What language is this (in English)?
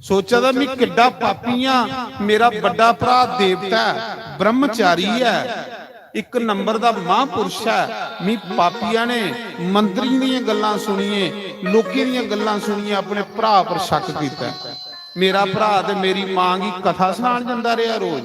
Dogri